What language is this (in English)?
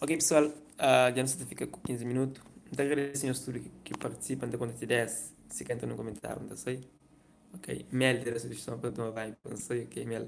Kabuverdianu